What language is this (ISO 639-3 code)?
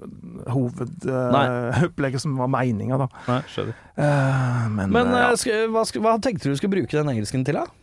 nor